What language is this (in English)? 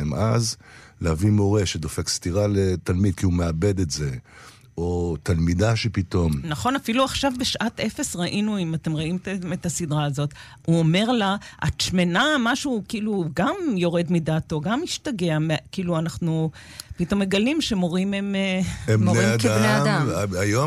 Hebrew